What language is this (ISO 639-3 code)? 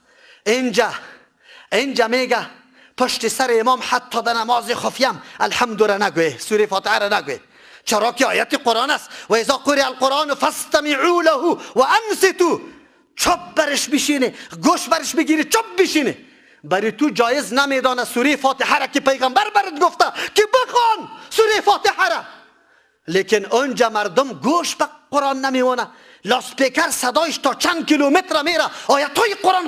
fas